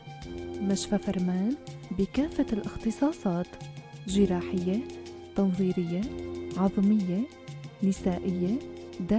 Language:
North Levantine Arabic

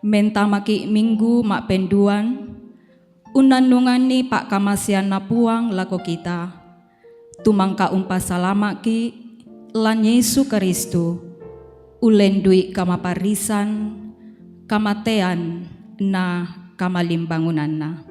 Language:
Toraja-Sa'dan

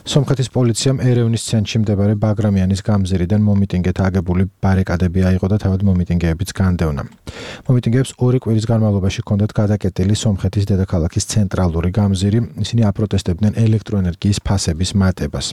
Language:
Georgian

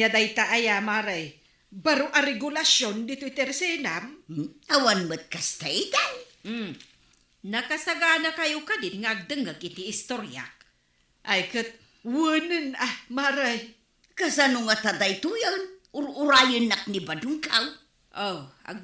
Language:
Iloko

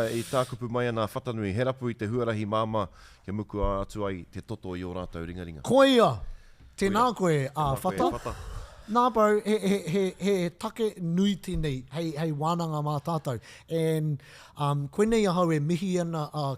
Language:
Māori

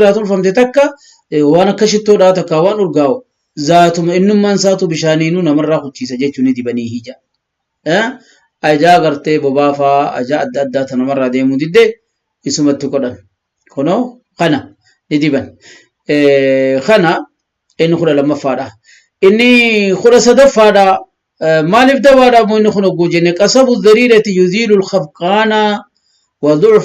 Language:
Oromo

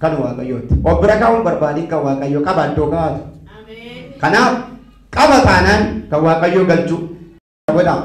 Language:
Oromo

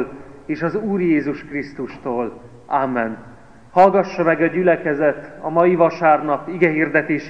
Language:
Hungarian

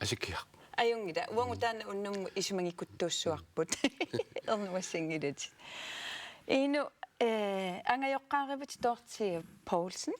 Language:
Kalaallisut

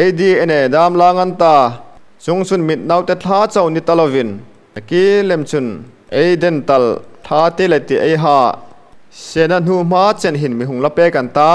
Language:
Hmar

